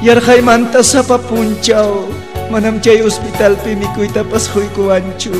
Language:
Ayacucho Quechua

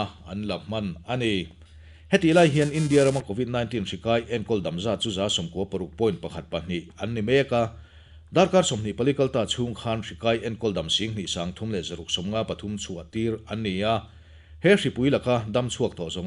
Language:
Mizo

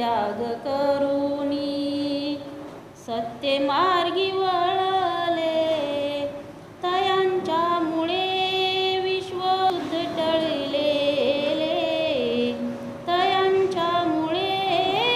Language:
Marathi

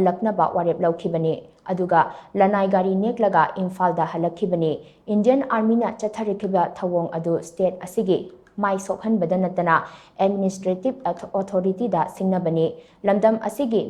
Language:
Manipuri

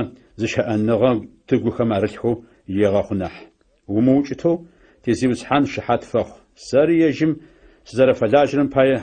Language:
Adyghe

